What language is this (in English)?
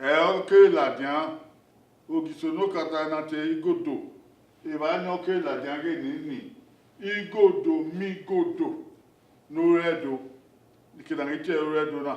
Bini